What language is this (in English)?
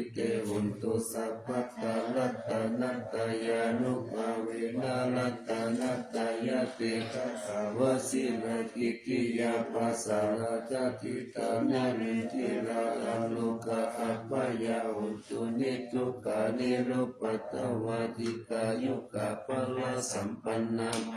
Pali